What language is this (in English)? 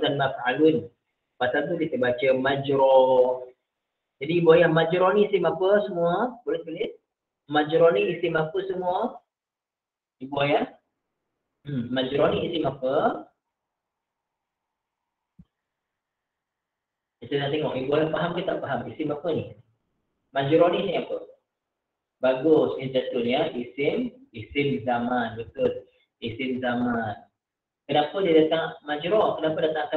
Malay